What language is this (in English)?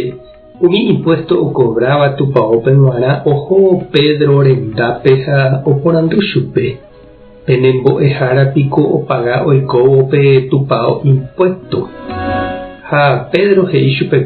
Guarani